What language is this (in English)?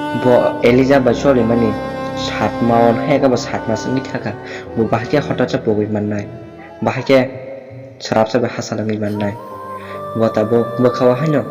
Kok Borok